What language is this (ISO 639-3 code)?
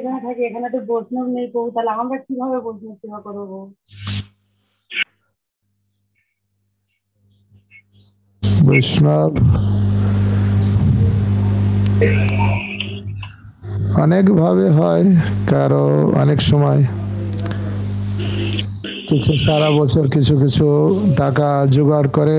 ben